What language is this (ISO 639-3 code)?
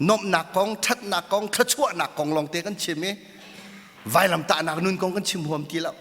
cnh